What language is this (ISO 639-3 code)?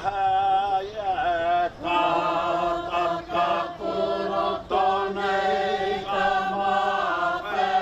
mri